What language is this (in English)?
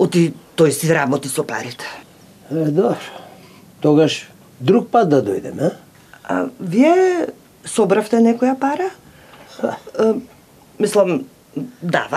Macedonian